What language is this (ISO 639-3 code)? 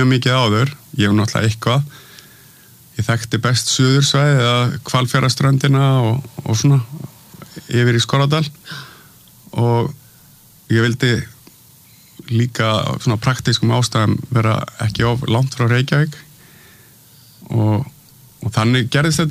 isl